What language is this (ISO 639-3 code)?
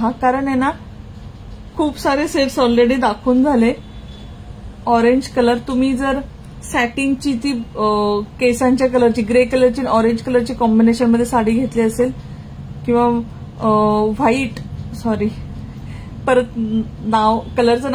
mar